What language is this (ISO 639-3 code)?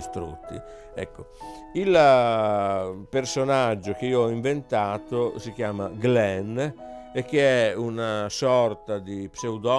ita